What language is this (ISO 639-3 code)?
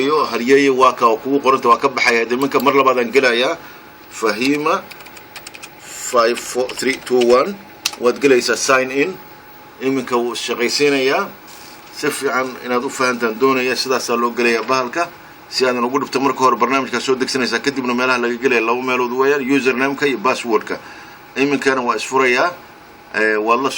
som